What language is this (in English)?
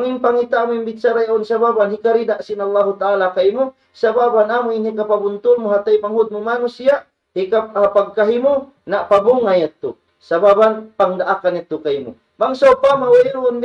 Tausug